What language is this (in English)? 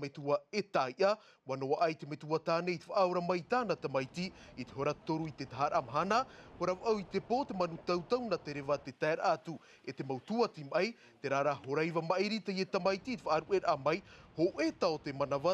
Tahitian